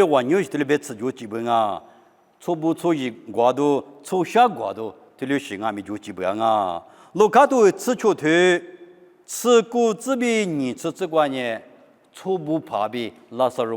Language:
Lisu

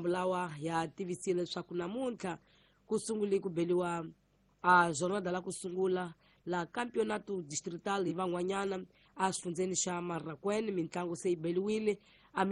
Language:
Tsonga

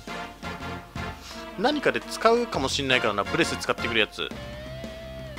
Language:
Japanese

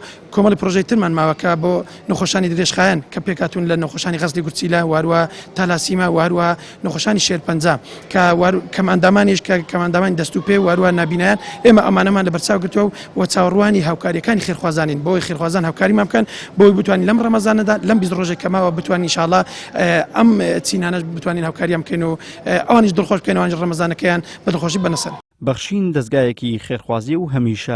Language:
Central Kurdish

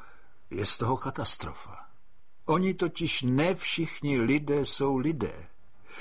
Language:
Czech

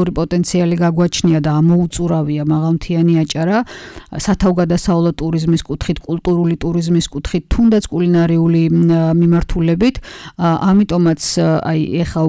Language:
Georgian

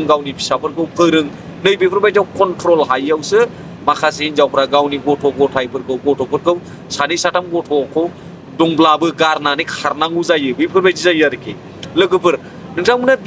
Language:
Bodo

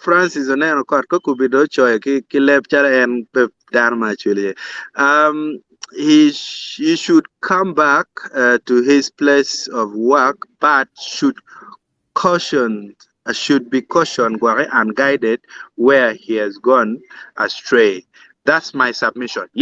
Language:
Acoli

